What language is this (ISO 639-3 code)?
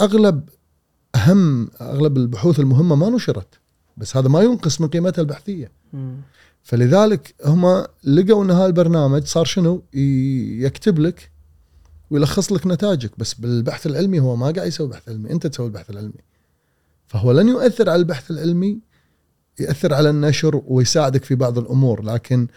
afb